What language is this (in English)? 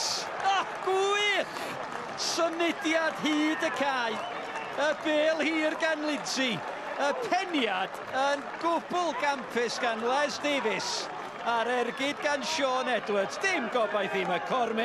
Welsh